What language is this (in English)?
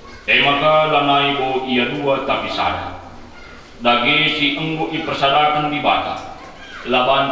Batak Karo